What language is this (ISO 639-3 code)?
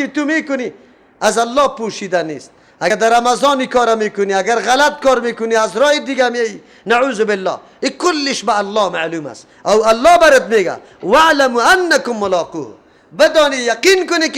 fas